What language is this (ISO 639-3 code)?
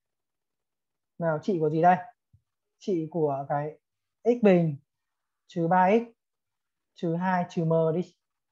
vie